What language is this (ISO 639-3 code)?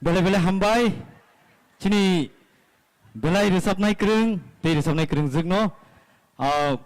trp